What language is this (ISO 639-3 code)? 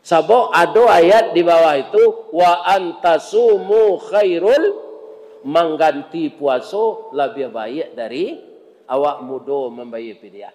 min